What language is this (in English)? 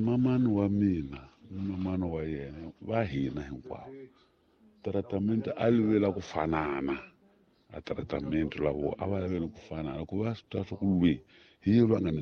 Tsonga